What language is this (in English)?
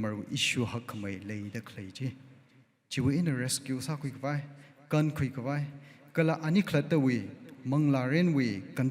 Tangkhul Naga (India)